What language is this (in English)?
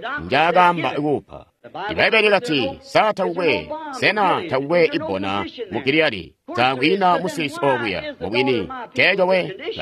Tonga (Zambia)